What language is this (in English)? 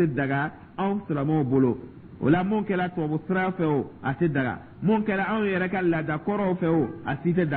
Dyula